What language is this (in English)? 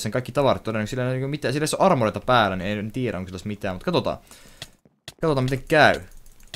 Finnish